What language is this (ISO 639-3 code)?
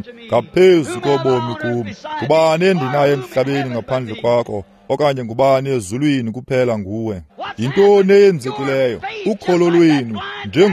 xho